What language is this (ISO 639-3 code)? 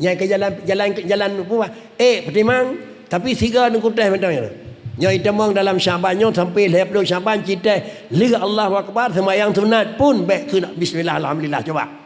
ace